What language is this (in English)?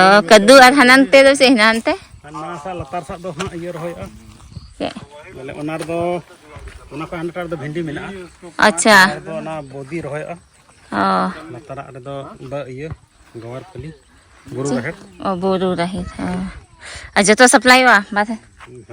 Santali